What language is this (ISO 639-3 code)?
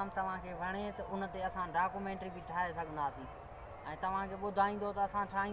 snd